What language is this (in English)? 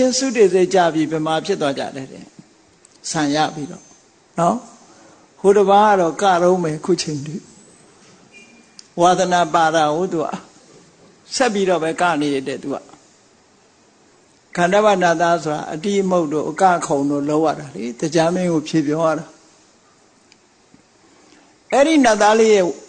Burmese